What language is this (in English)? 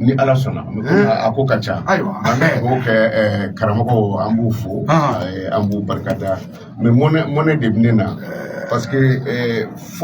Bambara